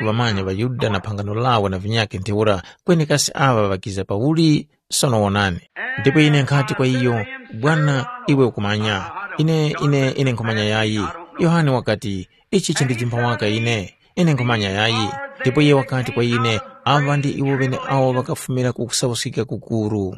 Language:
Tumbuka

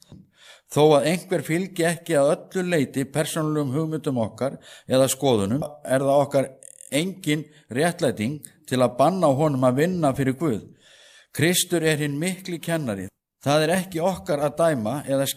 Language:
Icelandic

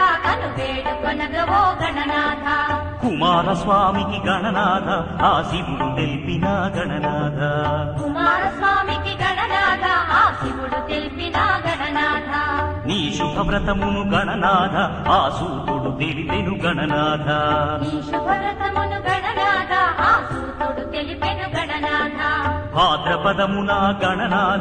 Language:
Telugu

